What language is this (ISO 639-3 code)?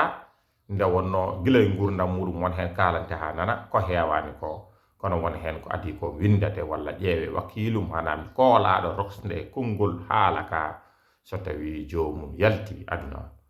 ful